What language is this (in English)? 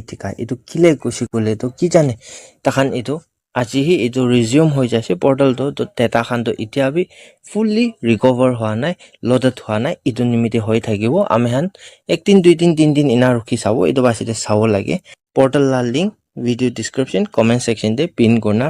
Naga Pidgin